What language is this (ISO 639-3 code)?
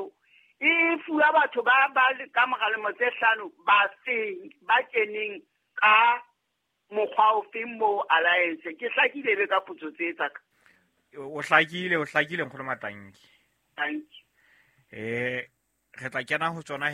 sot